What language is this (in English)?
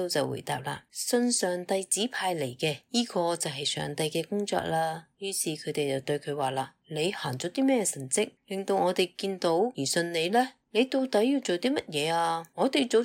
Cantonese